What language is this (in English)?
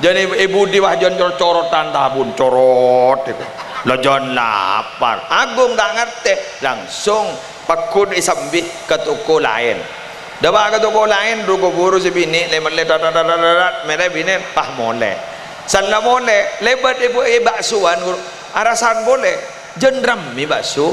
Madurese